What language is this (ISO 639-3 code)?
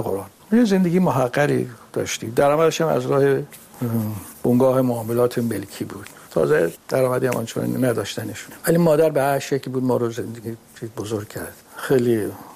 fas